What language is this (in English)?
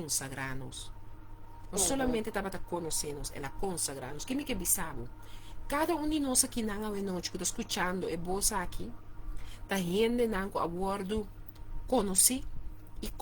Papiamento